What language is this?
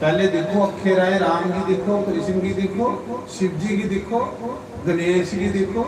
Dogri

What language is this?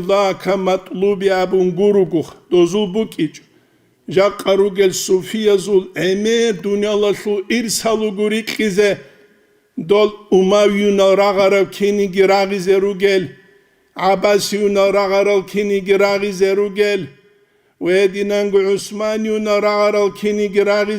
Avaric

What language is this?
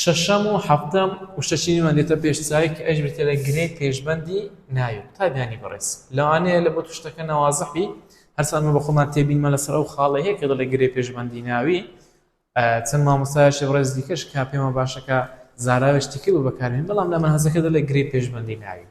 Central Kurdish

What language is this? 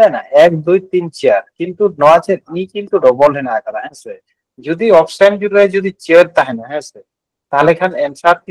Santali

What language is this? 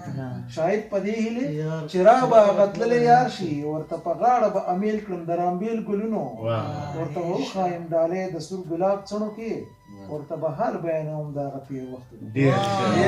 Pashto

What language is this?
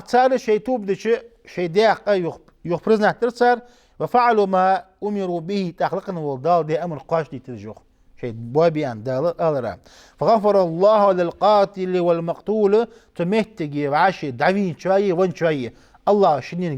Ingush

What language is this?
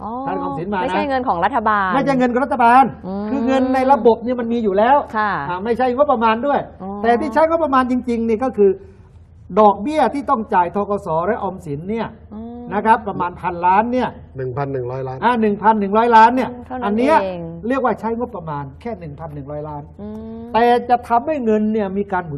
Thai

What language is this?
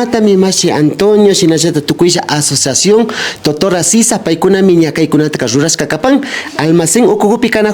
Imbabura Highland Quichua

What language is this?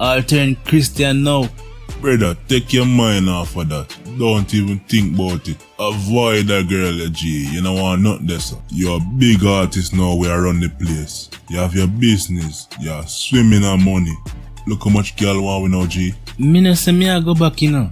Jamaican Creole English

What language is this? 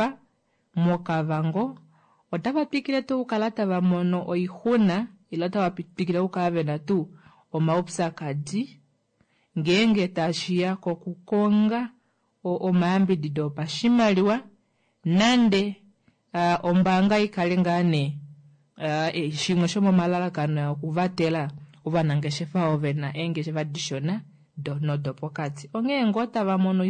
Kuanyama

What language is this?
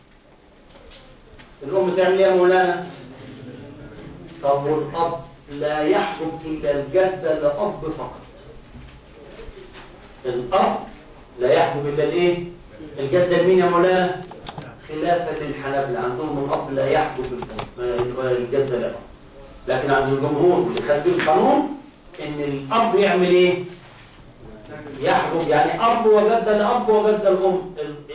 Egyptian Arabic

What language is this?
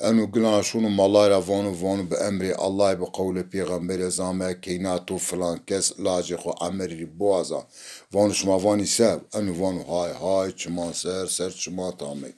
Zaza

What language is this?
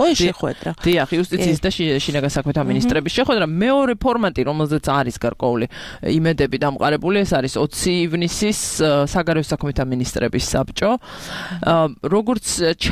Georgian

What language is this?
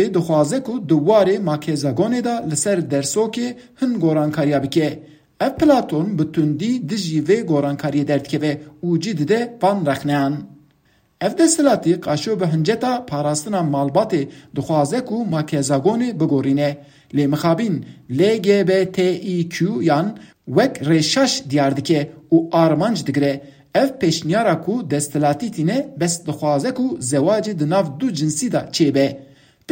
Kurdish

